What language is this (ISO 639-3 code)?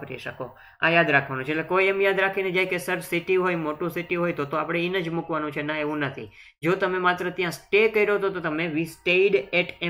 guj